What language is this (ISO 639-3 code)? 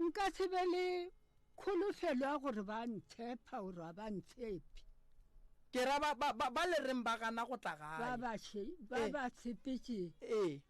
nso